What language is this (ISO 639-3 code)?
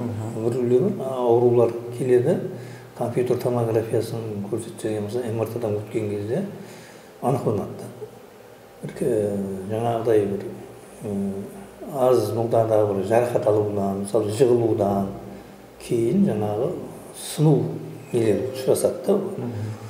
kaa